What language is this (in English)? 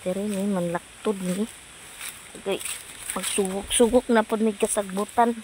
Cebuano